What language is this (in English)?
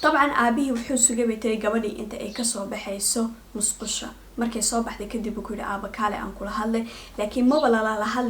Somali